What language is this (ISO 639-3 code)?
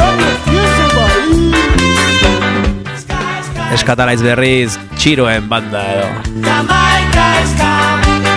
eus